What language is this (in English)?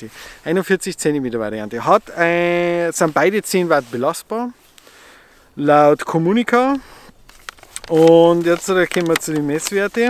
German